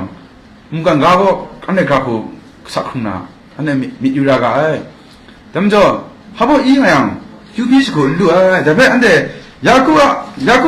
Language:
Kachin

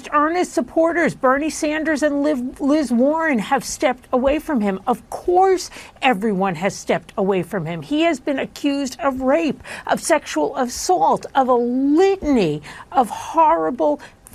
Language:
English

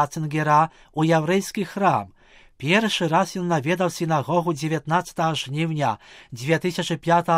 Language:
Belarusian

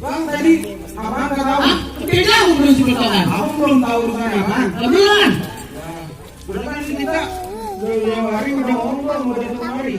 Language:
Betawi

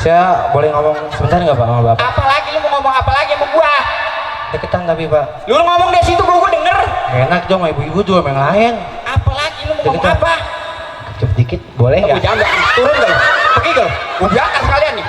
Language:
Betawi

